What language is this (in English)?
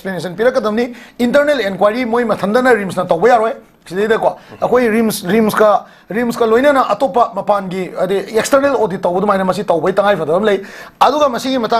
Manipuri